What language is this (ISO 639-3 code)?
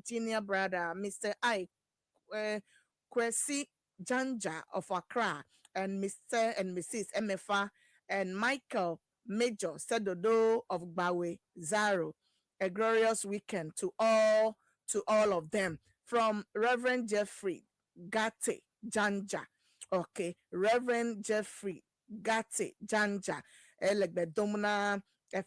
ewe